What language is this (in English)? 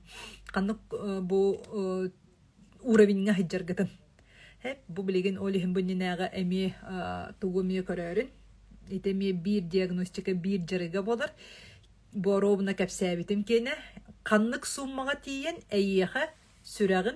Yakut